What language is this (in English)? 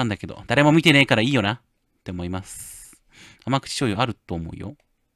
Japanese